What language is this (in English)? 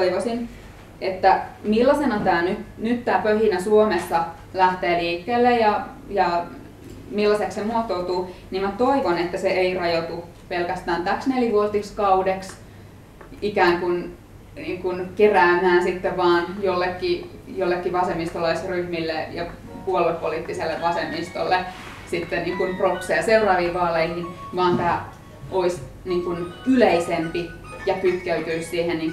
Finnish